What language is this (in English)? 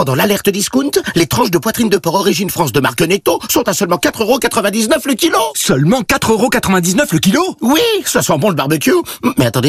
French